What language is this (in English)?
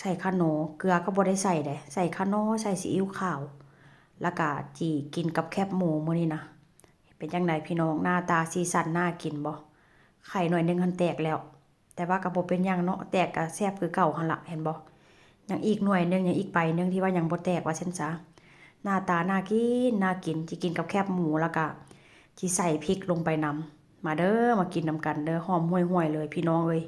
Northeastern Thai